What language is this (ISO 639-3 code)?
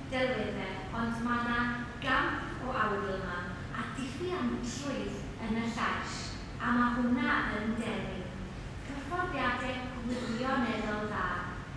cym